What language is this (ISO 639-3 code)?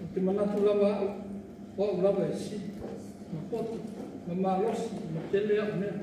smo